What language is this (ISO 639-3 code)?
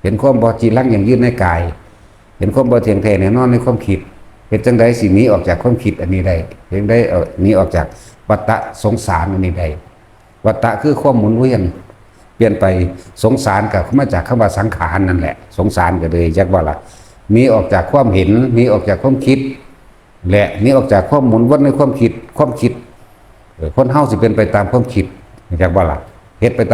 tts